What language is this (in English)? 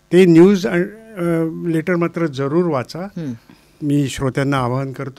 Marathi